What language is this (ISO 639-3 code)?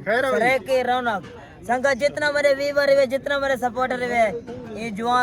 skr